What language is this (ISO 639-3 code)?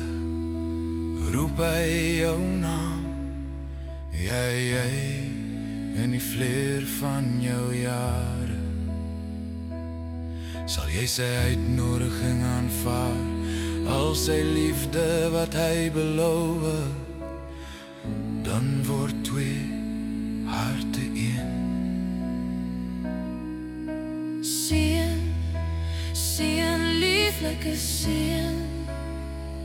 afr